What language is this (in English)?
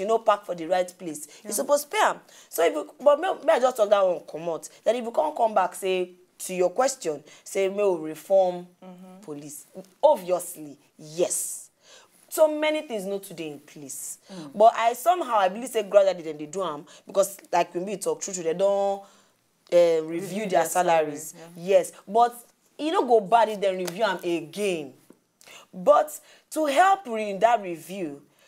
Nigerian Pidgin